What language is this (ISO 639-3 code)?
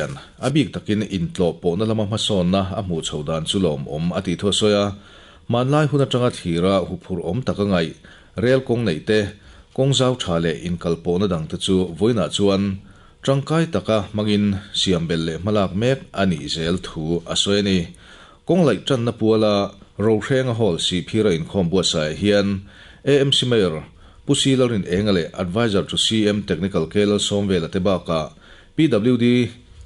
lus